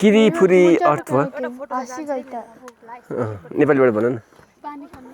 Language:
Nepali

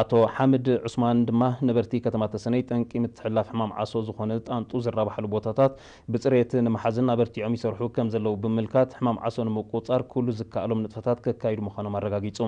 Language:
Tigrinya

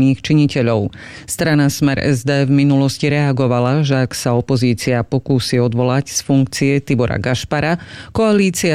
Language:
Slovak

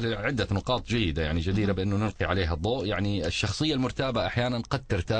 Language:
Arabic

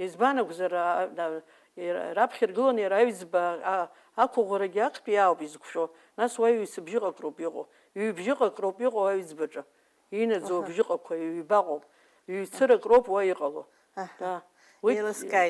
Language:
Abkhazian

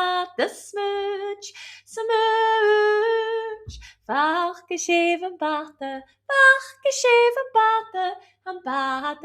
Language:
Scottish Gaelic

